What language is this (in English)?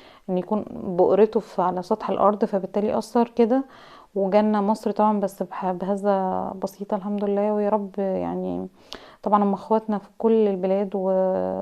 Egyptian Arabic